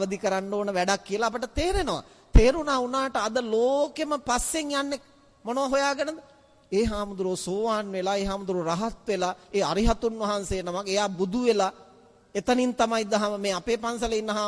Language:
Sinhala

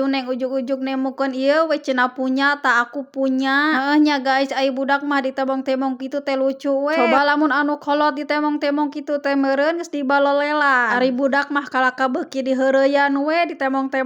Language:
Sundanese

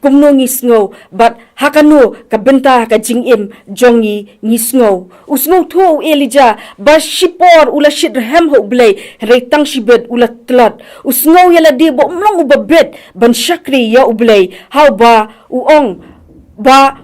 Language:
Khasi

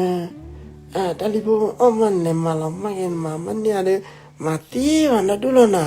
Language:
S'gaw Karen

